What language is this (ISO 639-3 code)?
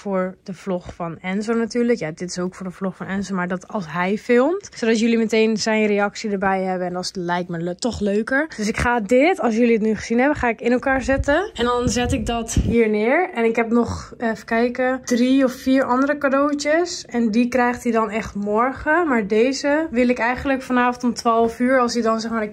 nld